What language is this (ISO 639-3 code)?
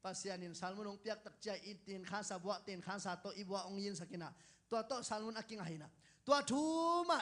ctd